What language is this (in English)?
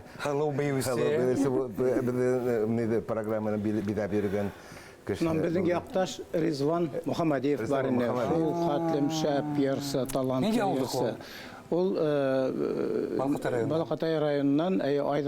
Bashkir